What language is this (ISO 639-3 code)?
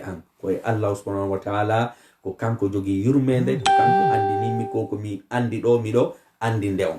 ful